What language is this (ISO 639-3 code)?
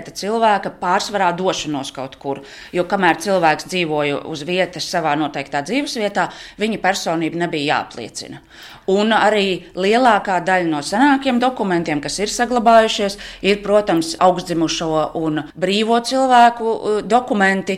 lav